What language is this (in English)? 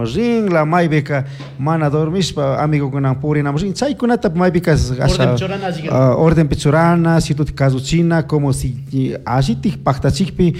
Chimborazo Highland Quichua